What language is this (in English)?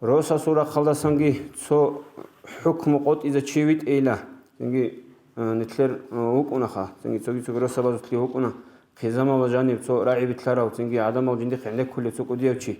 Avaric